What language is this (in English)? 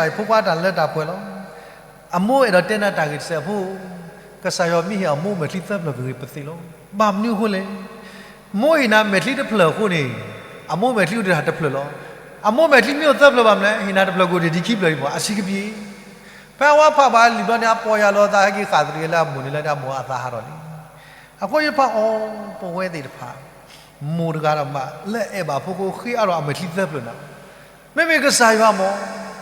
S'gaw Karen